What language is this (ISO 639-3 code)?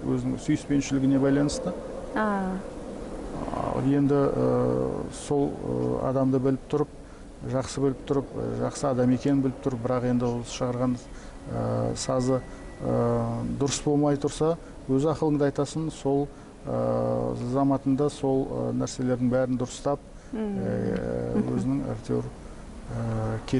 kaz